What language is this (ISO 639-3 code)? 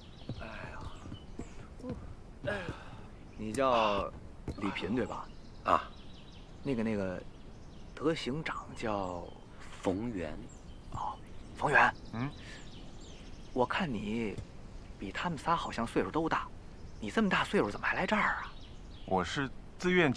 zho